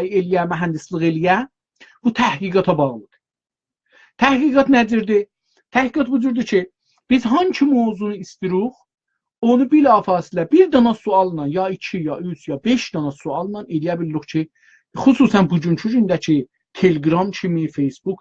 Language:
South Azerbaijani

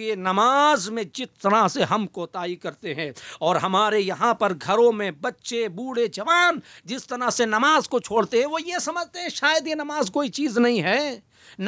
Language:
Urdu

